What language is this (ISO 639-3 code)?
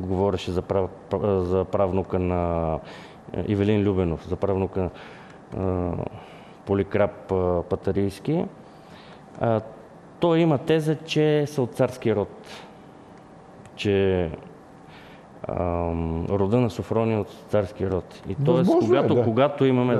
bul